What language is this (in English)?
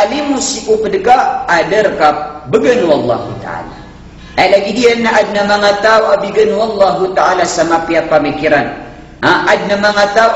Maranao